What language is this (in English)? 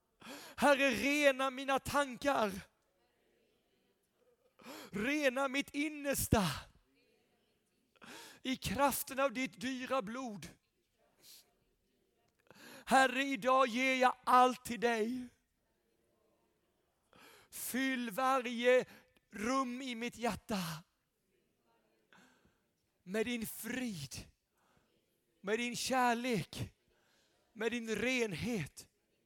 Swedish